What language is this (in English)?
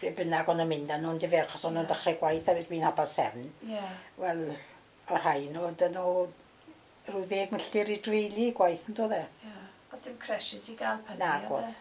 Welsh